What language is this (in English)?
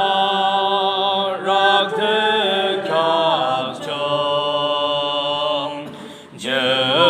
Yimchungru Naga